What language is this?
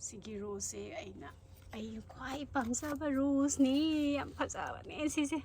Manipuri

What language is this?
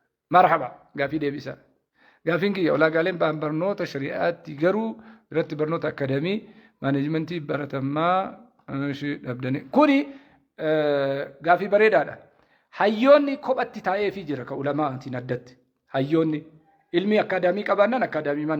Oromo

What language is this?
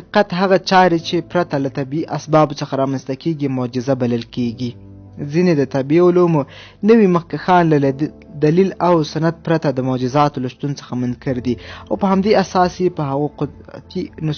Pashto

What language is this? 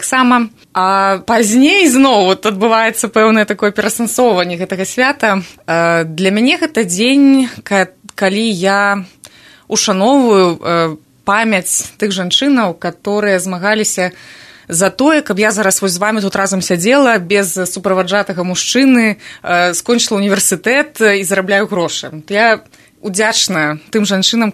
Belarusian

